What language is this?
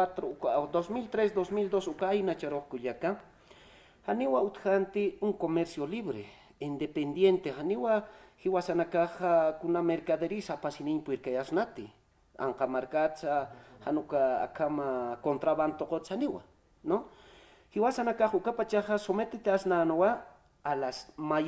Aymara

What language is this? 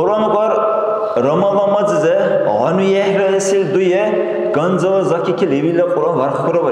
Dargwa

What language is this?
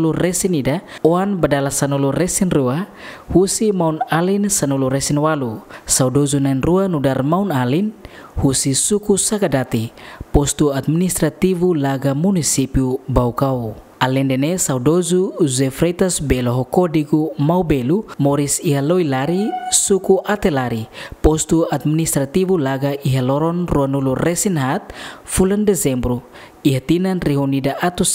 Tetum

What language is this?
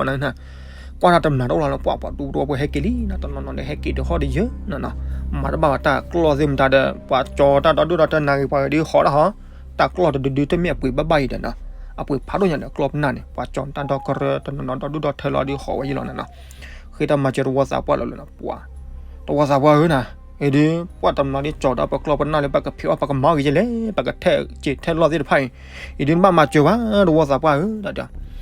S'gaw Karen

